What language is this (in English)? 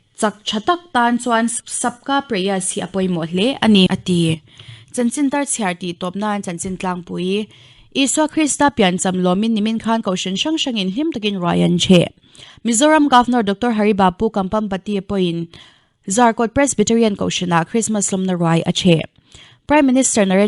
Mizo